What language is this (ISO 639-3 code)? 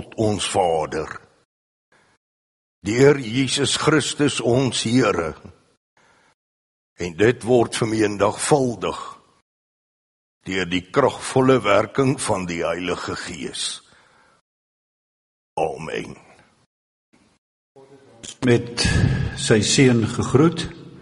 afr